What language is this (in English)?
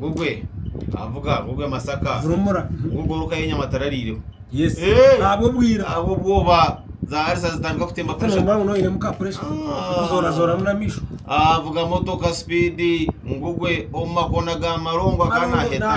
Nyankole